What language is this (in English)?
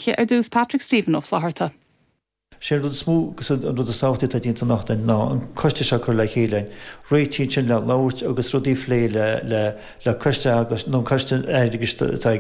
Irish